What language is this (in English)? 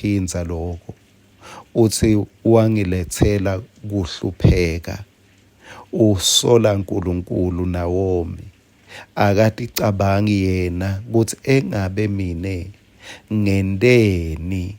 Swati